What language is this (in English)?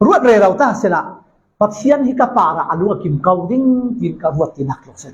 Falam Chin